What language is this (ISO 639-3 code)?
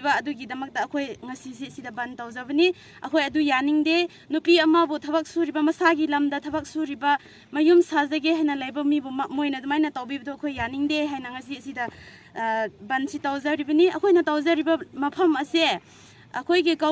mni